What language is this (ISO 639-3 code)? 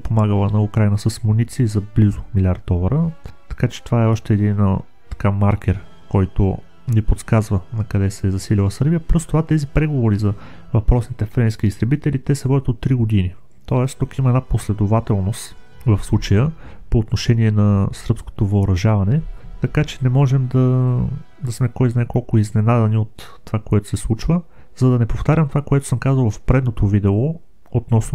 bul